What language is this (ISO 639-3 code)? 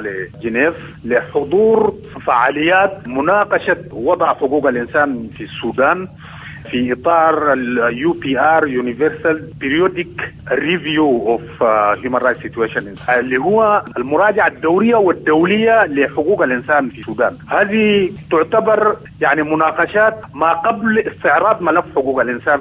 apd